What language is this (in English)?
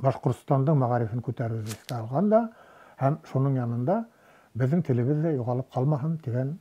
Bashkir